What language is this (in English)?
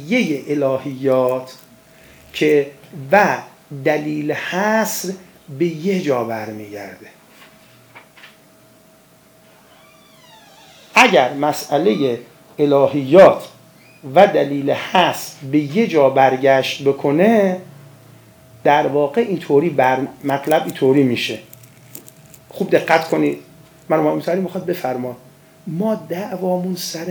Persian